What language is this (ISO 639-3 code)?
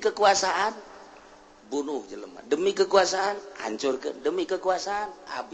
sun